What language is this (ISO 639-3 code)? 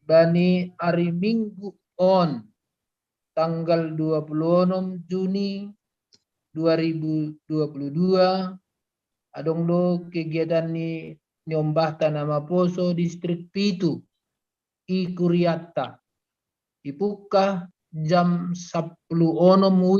bts